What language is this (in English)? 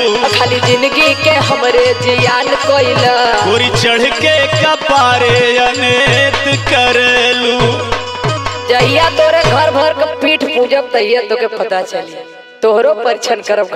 Bhojpuri